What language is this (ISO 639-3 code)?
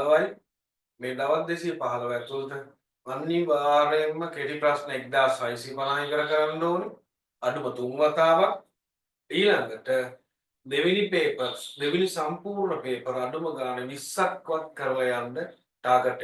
sin